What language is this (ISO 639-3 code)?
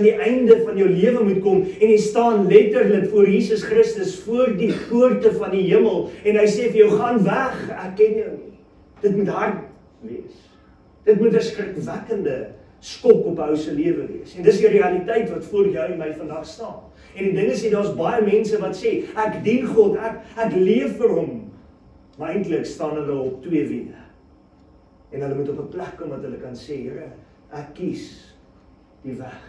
afr